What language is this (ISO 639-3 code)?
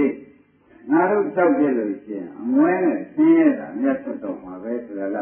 mya